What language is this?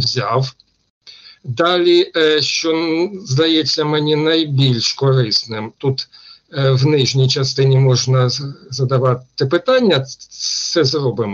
Ukrainian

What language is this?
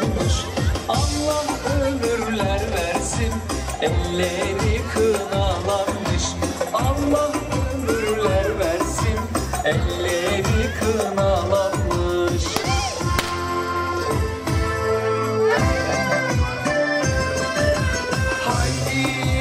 Turkish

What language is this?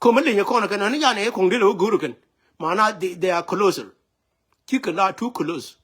Nuer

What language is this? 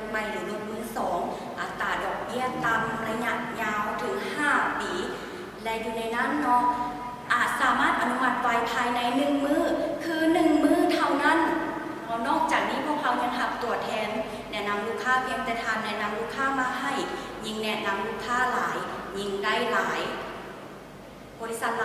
Lao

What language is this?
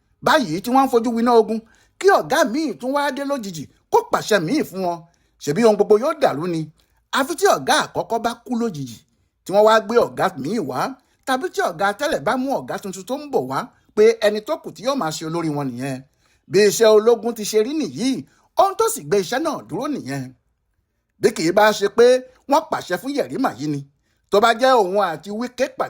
Yoruba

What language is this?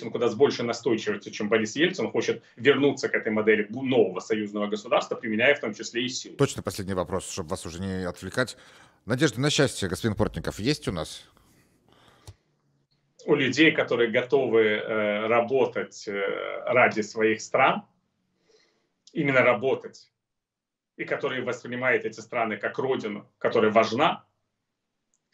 Russian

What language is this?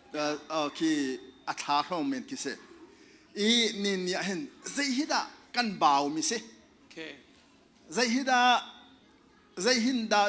Hakha Chin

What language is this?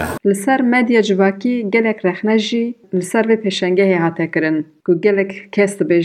Kurdish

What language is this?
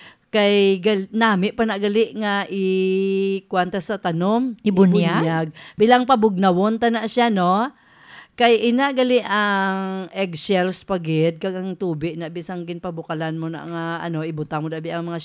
Hiligaynon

